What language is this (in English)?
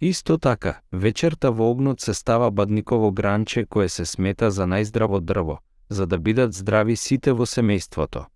Macedonian